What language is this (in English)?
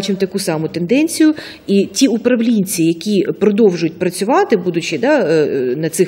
Ukrainian